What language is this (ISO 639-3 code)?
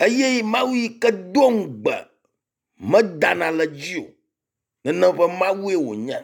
ewe